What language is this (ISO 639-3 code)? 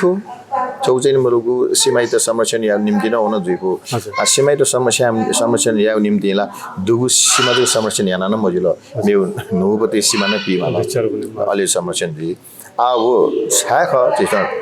new